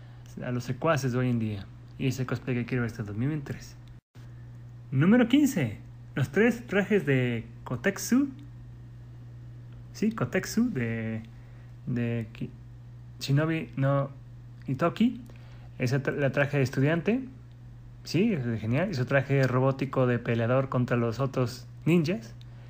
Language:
Spanish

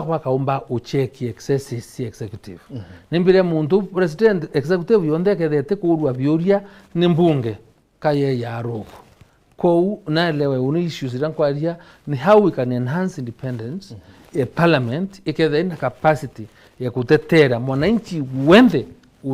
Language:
Meru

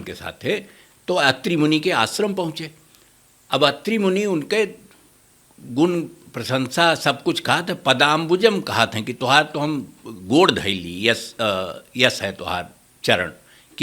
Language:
Awadhi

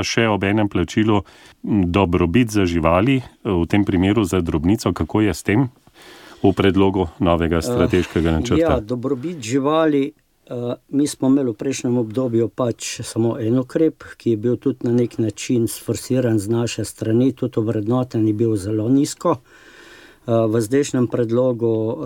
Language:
Slovenian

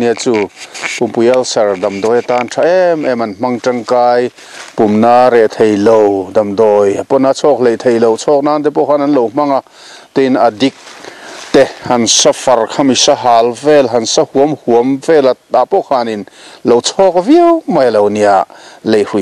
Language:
Mizo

